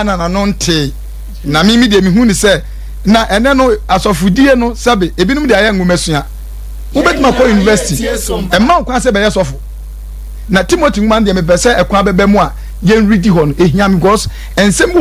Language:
Akan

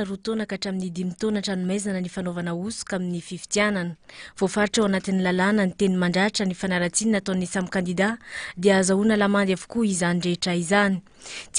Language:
Malagasy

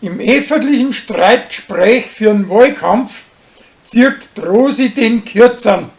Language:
Bavarian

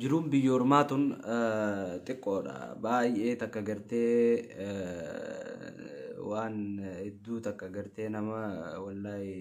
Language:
Oromo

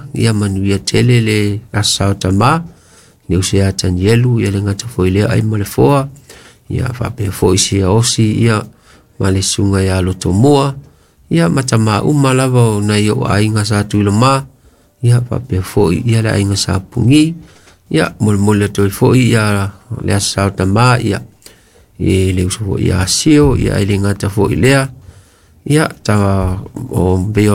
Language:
Samoan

